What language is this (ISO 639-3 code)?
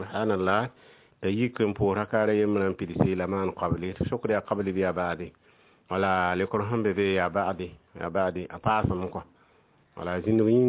mos